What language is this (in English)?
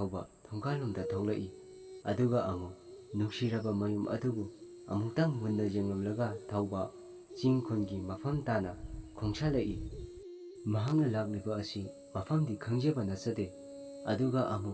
Manipuri